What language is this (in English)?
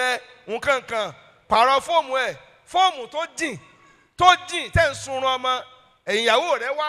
Yoruba